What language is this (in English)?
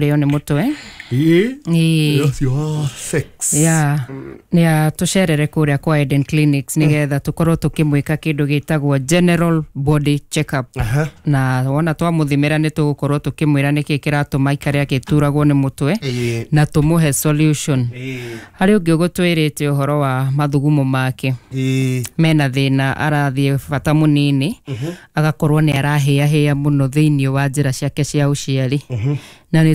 Kikuyu